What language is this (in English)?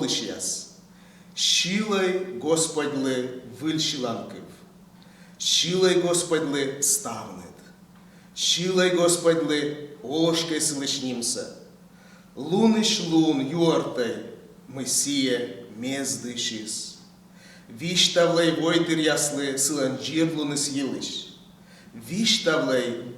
Komi